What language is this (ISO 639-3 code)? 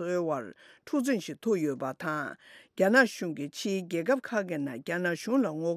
bod